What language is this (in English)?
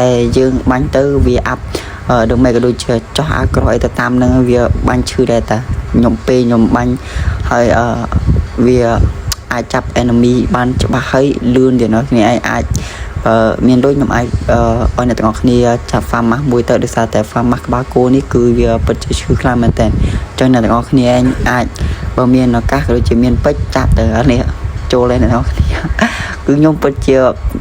Khmer